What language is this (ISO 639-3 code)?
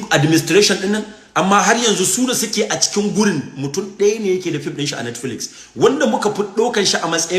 hau